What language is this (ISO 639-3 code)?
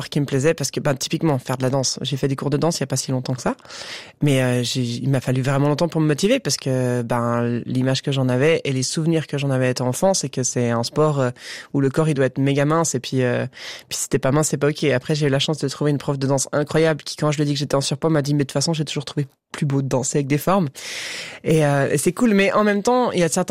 fra